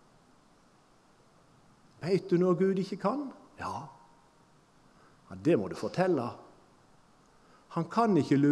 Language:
Norwegian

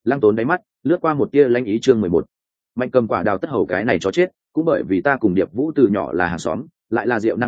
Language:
Vietnamese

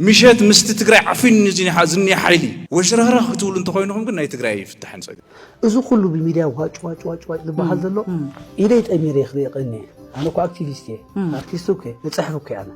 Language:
Tigrinya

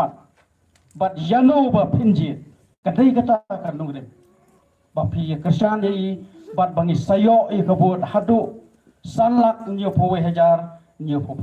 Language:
Khasi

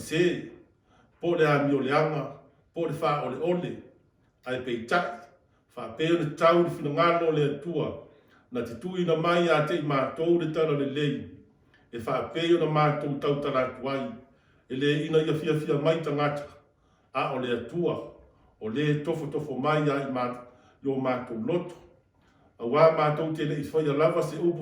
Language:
Samoan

